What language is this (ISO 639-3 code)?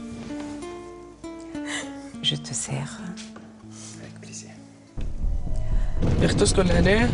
aeb